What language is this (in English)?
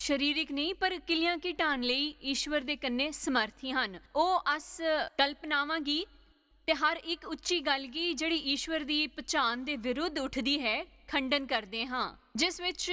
Dogri